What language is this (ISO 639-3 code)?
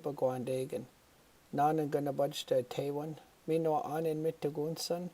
ciw